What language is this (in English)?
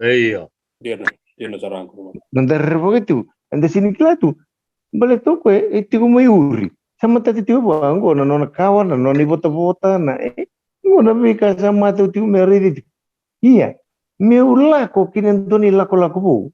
Fijian